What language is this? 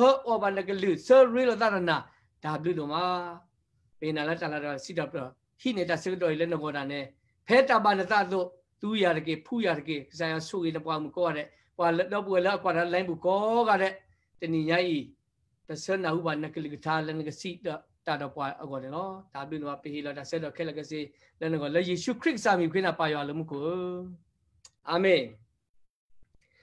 S'gaw Karen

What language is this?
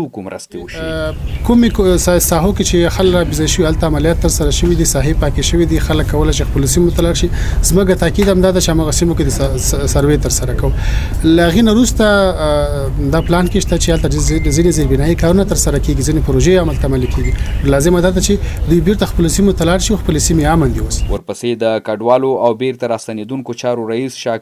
Pashto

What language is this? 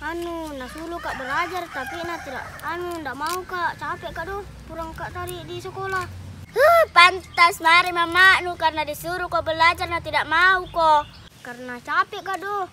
Makassar Malay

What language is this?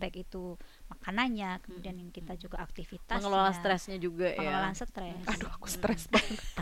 Indonesian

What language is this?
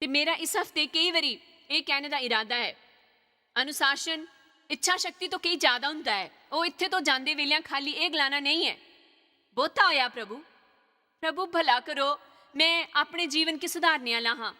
Dogri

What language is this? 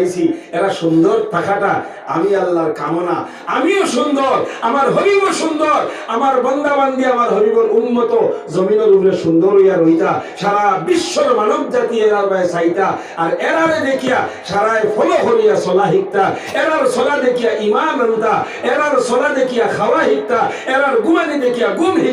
Sylheti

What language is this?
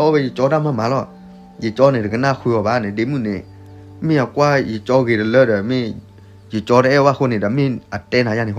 S'gaw Karen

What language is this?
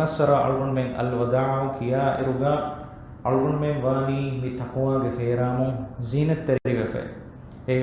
Divehi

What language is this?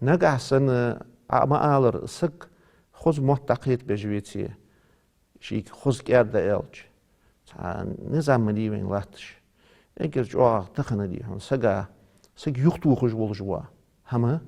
Ingush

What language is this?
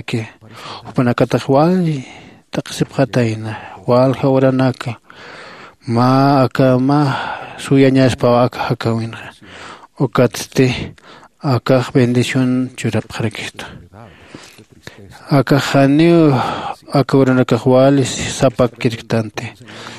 Aymara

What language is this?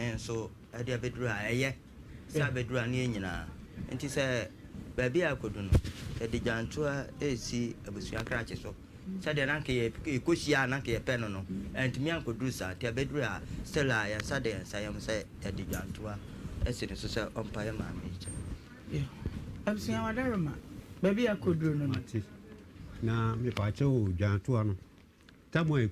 Akan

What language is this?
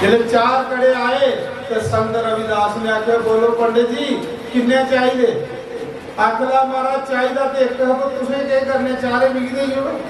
Dogri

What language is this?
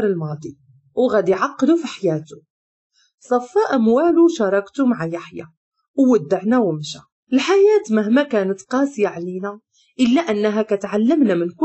Moroccan Arabic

